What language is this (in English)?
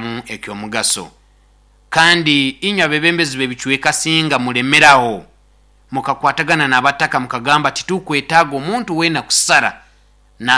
Nyoro